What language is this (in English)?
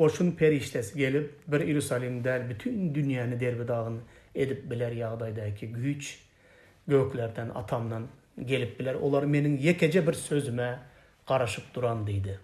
Turkmen